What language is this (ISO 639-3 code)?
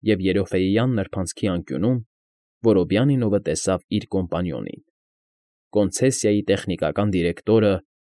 hye